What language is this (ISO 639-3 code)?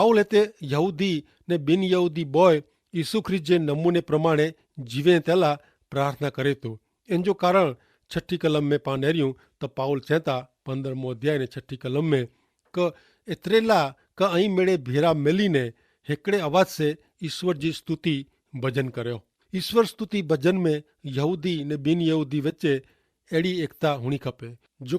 kfr